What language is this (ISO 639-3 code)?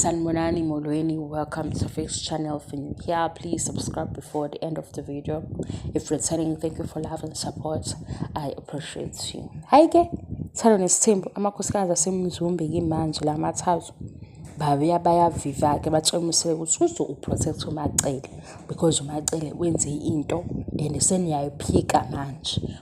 zul